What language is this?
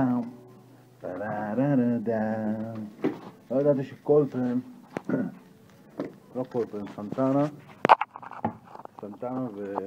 Hebrew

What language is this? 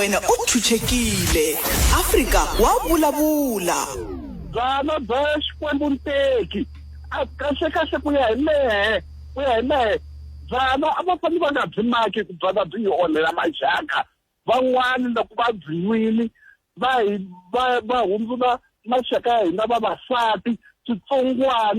Tsonga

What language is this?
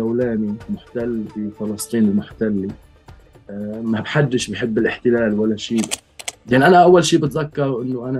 North Levantine Arabic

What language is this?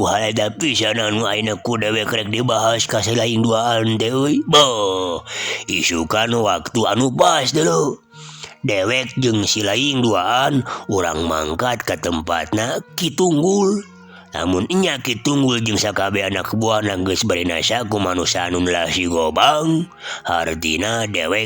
Sundanese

